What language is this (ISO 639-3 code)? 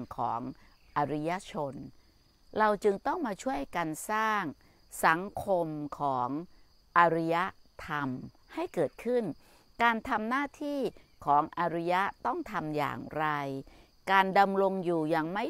tha